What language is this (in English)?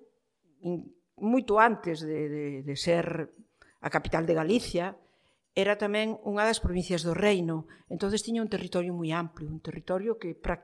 Galician